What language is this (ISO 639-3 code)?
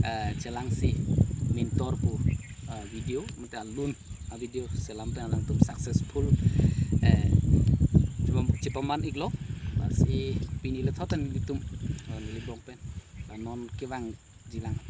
mjw